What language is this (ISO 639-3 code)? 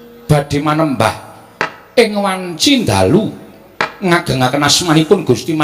jav